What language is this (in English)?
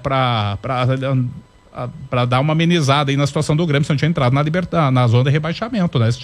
Portuguese